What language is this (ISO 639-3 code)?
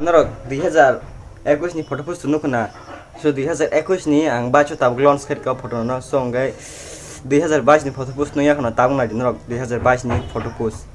trp